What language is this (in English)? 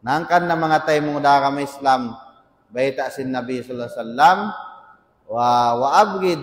Tausug